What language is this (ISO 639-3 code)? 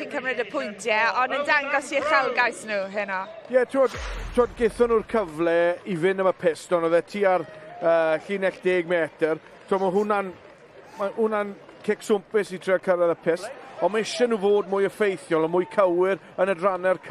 cym